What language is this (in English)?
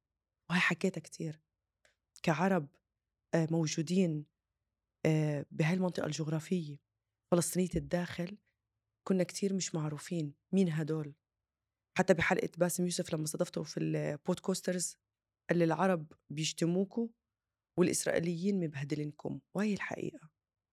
North Levantine Arabic